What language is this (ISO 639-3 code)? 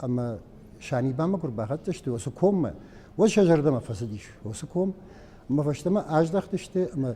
oss